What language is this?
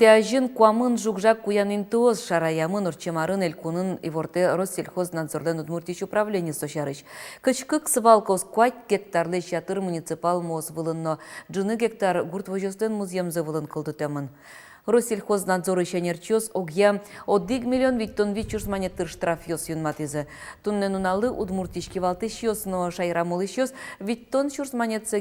Udmurt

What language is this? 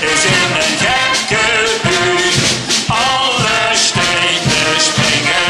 Limburgish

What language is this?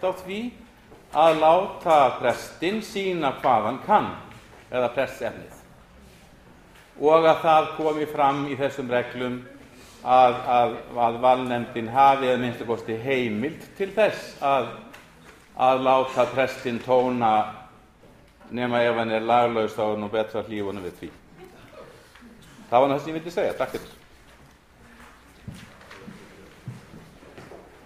Icelandic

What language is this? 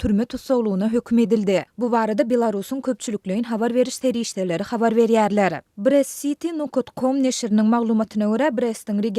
Turkmen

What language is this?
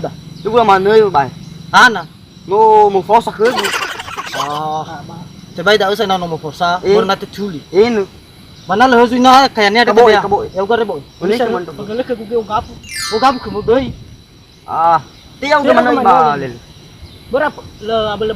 Nias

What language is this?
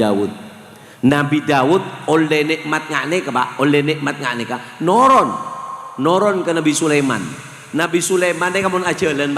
Madurese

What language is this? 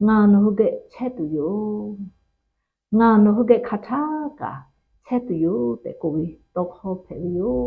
Lahu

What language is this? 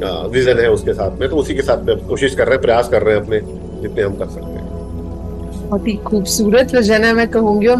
Hindi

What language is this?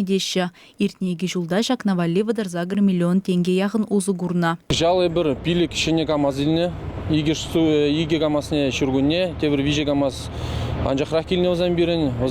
Chuvash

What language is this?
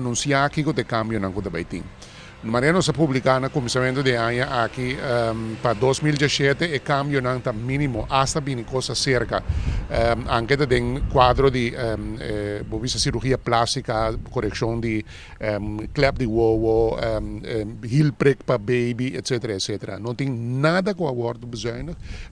Papiamento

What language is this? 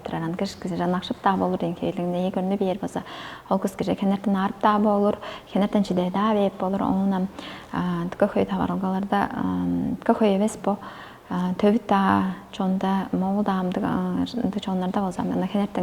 Tuvinian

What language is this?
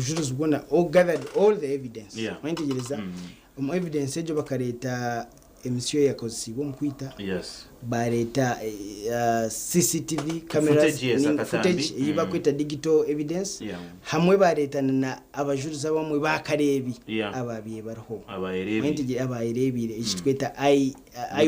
Nyankole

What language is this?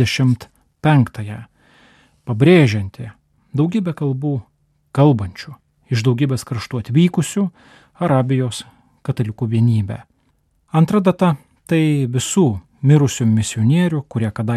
Lithuanian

